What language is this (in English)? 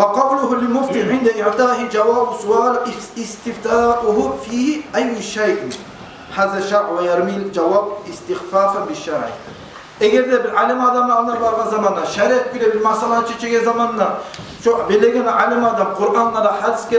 Kumyk